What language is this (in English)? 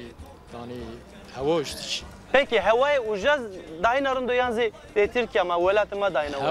Zaza